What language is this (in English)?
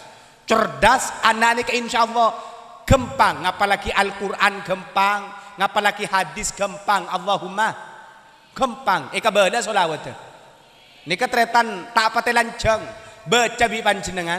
Madurese